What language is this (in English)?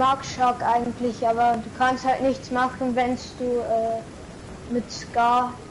Bavarian